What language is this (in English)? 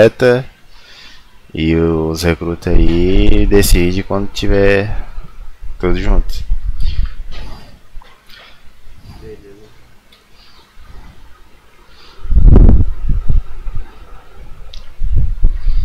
Portuguese